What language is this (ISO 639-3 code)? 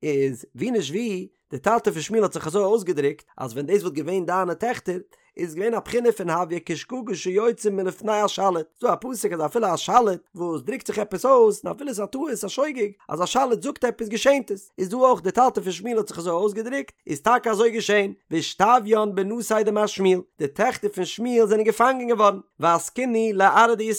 yid